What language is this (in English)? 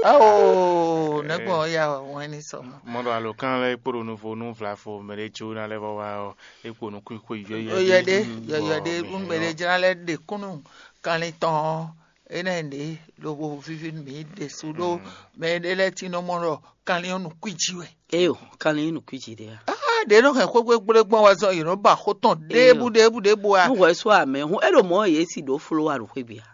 Fon